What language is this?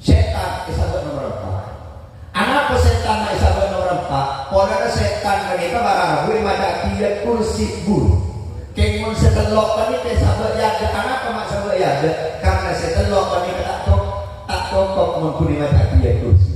Madurese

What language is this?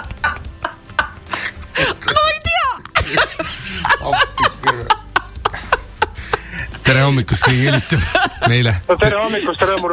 Estonian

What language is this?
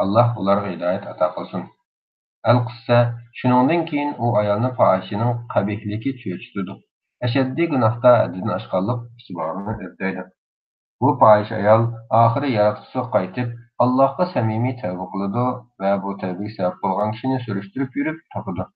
Uyghur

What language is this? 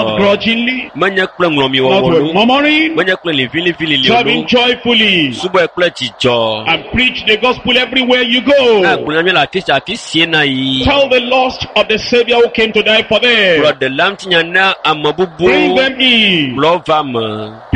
Ewe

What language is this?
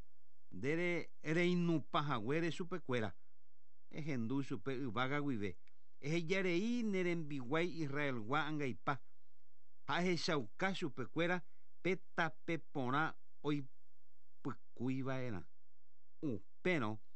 Guarani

